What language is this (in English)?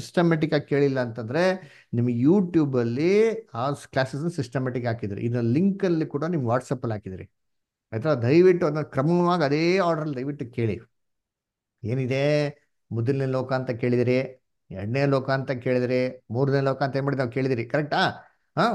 Kannada